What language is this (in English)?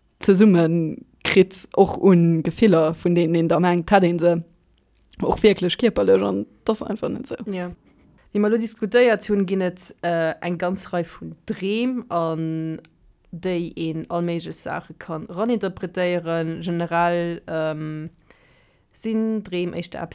Luxembourgish